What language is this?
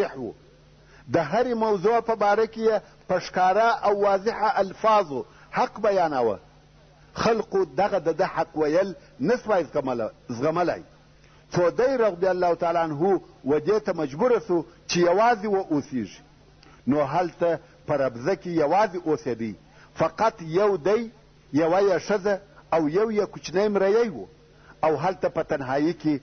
Pashto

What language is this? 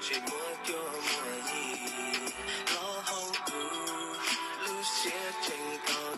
Hmong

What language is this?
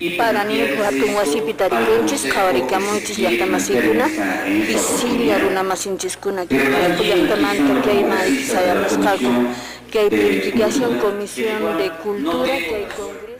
Quechua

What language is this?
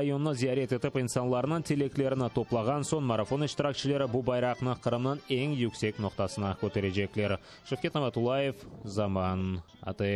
Crimean Tatar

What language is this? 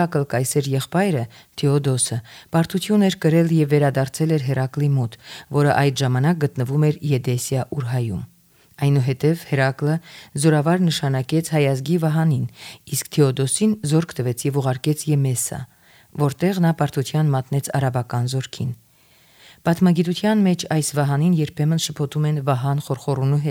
Armenian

